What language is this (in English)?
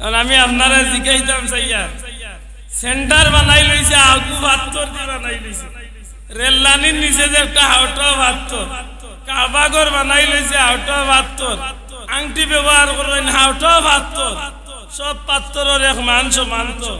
Sylheti